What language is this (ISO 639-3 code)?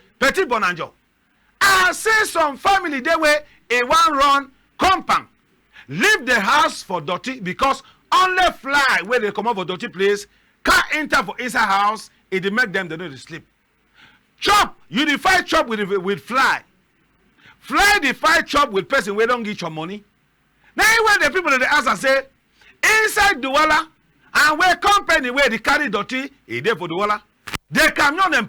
wes